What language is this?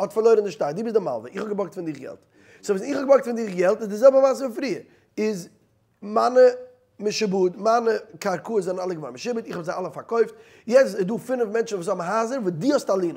Yiddish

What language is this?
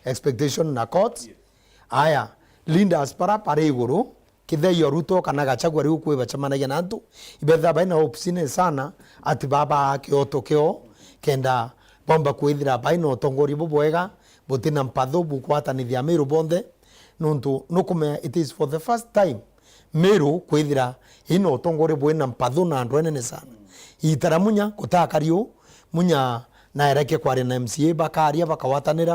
Meru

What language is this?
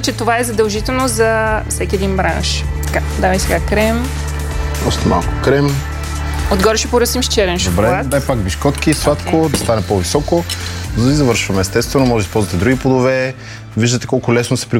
Bulgarian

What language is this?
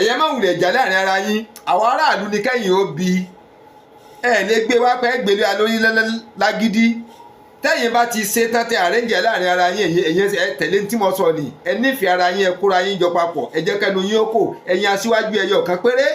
Yoruba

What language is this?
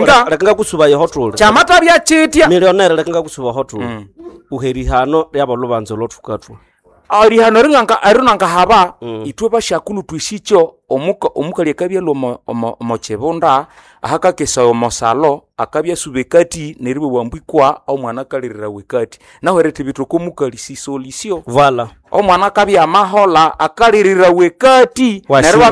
Nande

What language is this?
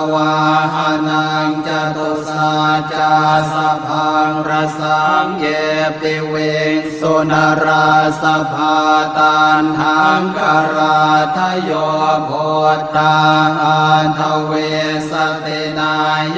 Pali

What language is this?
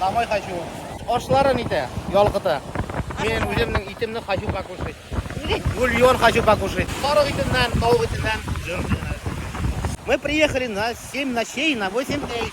Bashkir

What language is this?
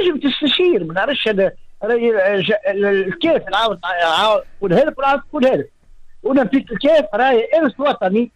Tunisian Arabic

